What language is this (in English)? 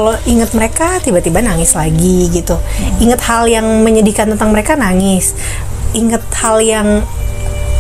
Indonesian